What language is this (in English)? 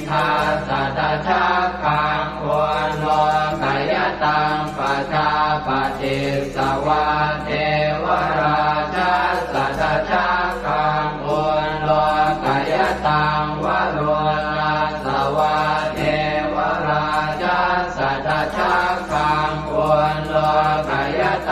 Pali